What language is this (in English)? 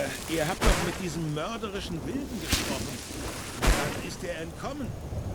Bavarian